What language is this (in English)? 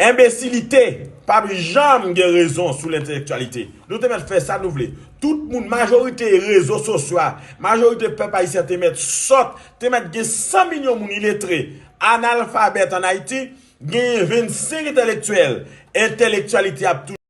Haitian Creole